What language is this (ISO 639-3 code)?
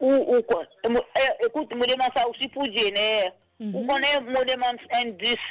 mfe